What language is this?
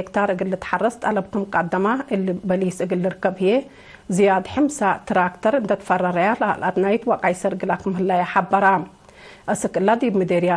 Tigre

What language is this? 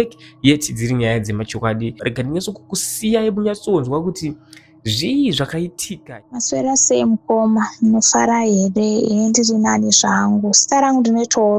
Shona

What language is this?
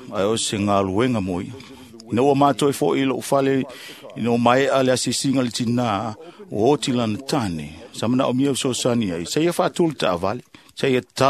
Samoan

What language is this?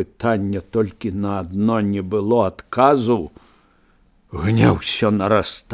Belarusian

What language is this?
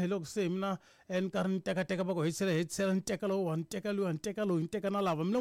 Tsonga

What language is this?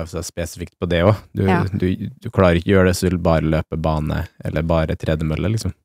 Norwegian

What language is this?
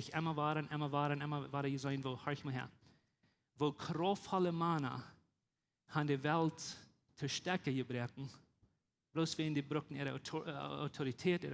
Plautdietsch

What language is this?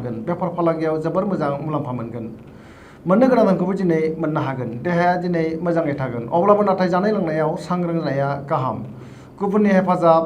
Bodo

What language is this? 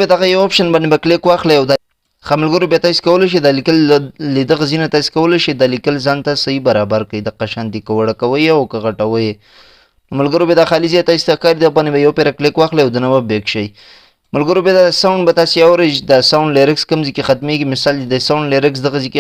Pashto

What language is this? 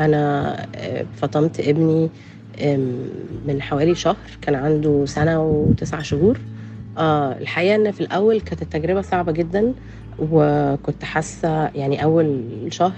North Levantine Arabic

